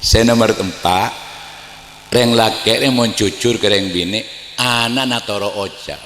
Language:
Madurese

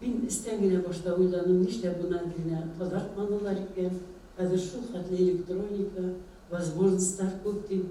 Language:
Bashkir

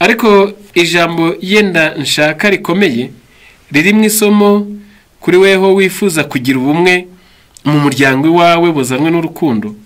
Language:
Kinyarwanda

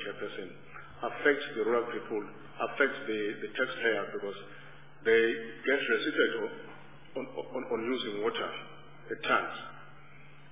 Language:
English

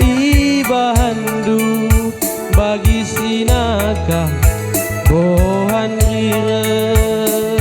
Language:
Batak Karo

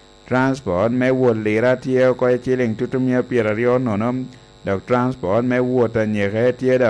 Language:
Lango (Uganda)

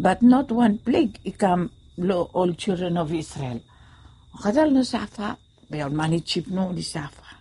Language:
Bislama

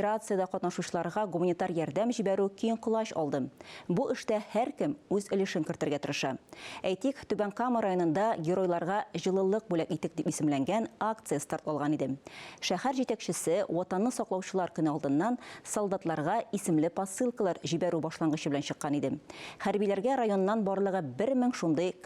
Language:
Tatar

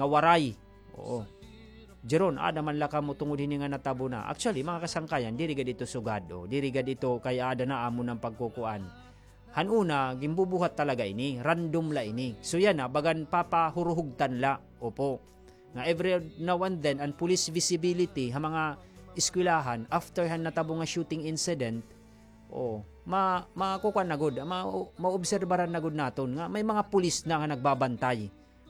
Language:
Waray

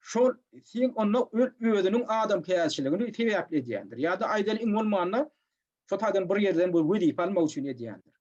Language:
Turkmen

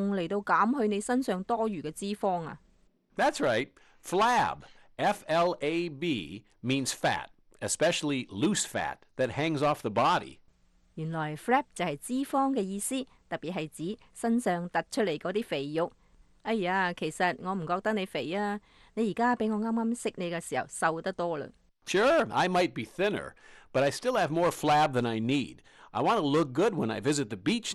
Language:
Cantonese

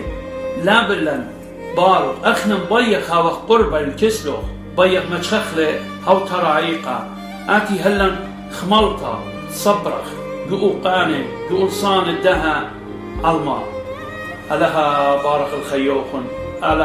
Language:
Assyrian Neo-Aramaic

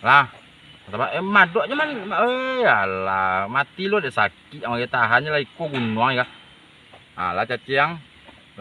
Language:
Minangkabau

